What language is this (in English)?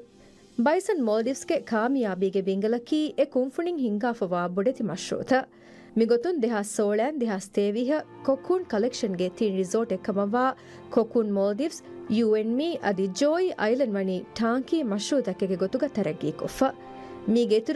Divehi